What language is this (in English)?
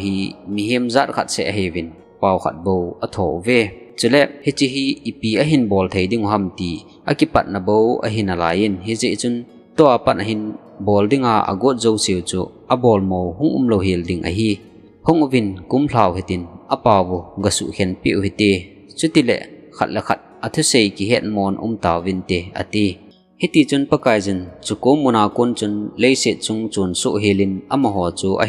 Thado Chin